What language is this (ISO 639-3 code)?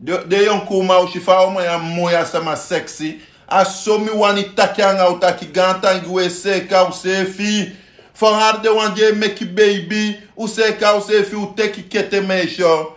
srn